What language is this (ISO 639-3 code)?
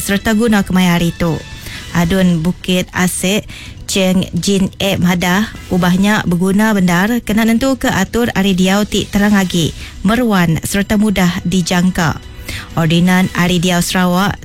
iba